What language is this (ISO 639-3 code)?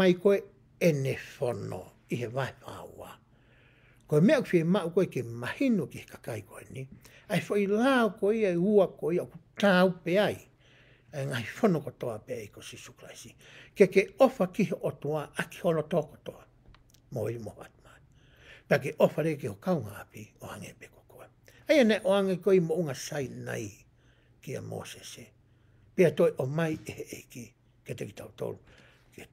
ton